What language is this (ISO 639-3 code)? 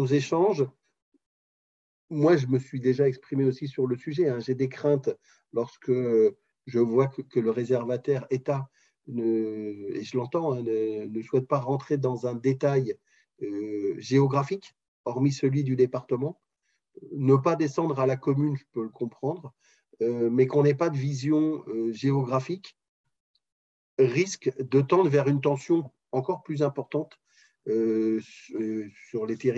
fra